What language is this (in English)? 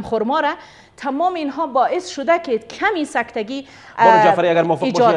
Persian